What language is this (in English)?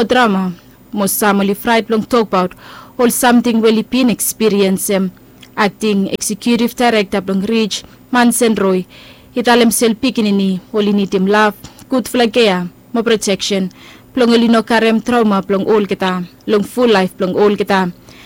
Bislama